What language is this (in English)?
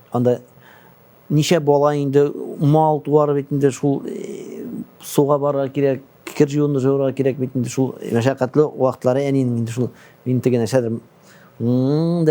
Tatar